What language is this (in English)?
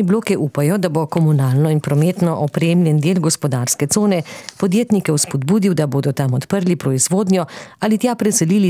Slovenian